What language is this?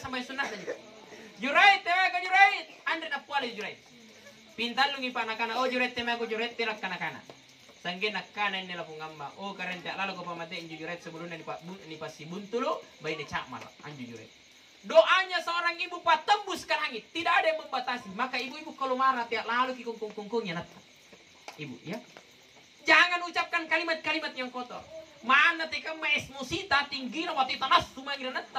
Makasar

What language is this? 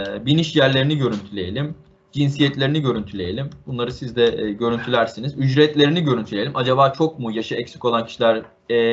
Turkish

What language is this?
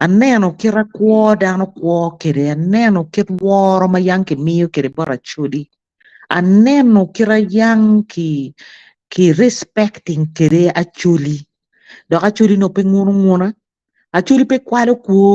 Acoli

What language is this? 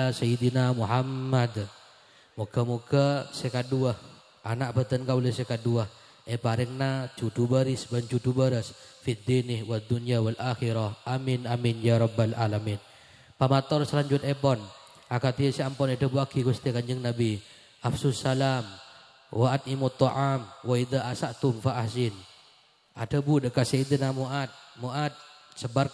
Madurese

